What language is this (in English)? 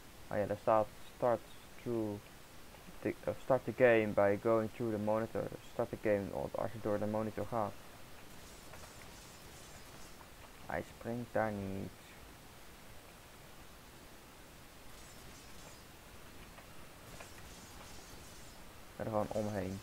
Dutch